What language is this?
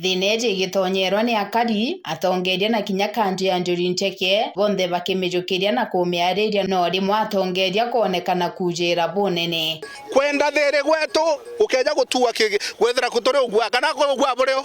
Meru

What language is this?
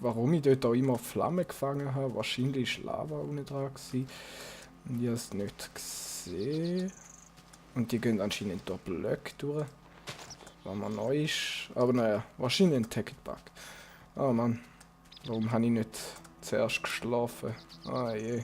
Swiss German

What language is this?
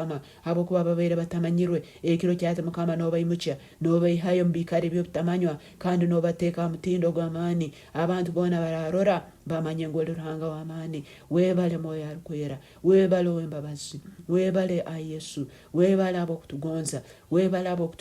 Nyoro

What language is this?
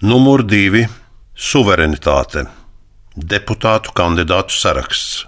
Latvian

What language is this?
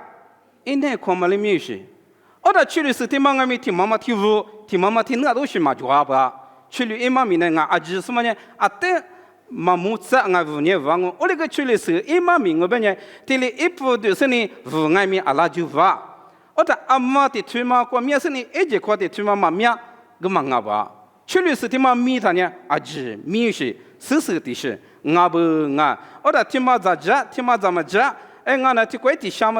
Lisu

